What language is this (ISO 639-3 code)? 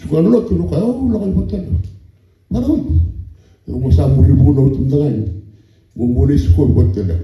fij